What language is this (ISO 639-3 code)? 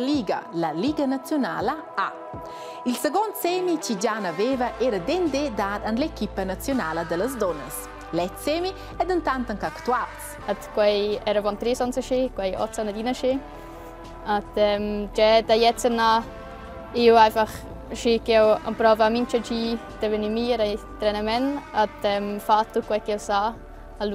roh